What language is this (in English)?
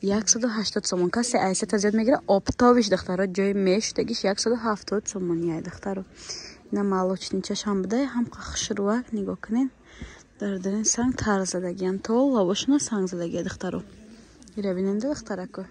Tajik